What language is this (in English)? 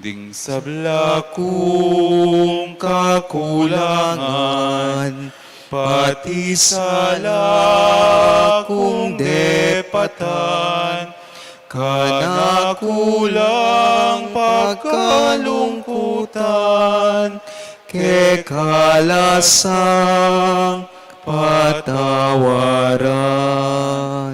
Pampanga